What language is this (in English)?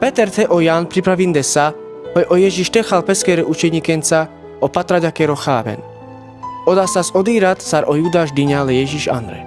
Carpathian Romani